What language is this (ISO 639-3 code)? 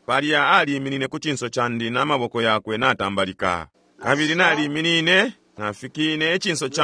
bem